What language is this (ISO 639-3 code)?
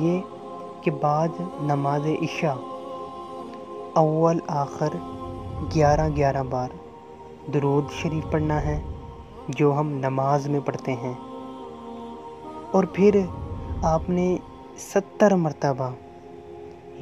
urd